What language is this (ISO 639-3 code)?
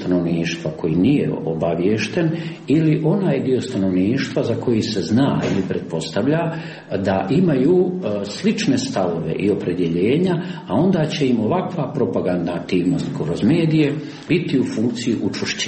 srp